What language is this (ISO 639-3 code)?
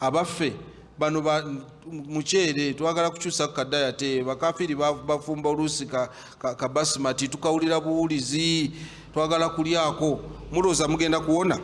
lug